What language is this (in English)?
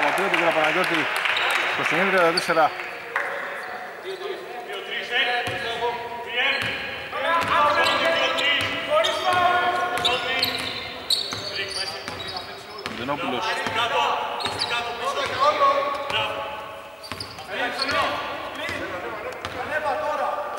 Greek